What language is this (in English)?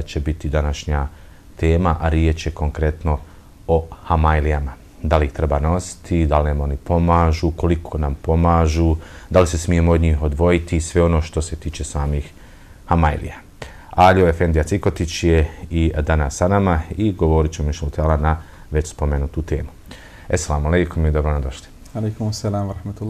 Bosnian